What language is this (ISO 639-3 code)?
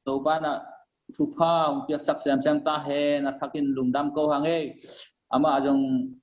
ctd